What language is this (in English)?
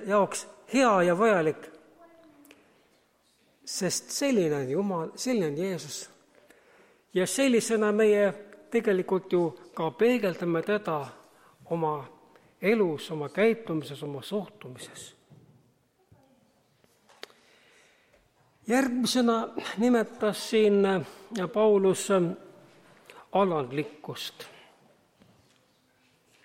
Estonian